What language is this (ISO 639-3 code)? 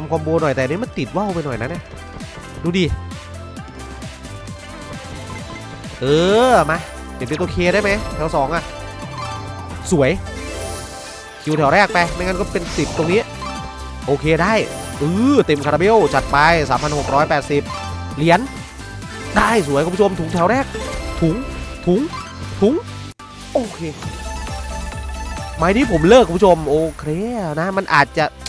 tha